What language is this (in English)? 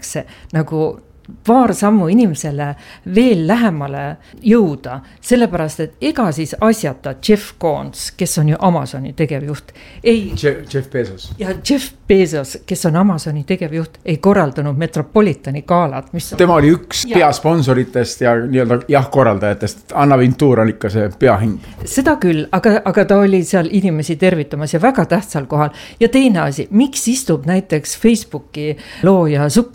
Estonian